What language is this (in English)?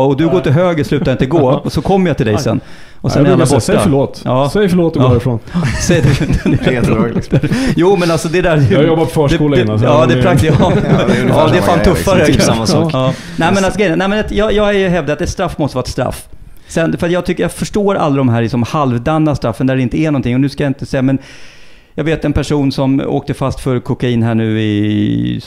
Swedish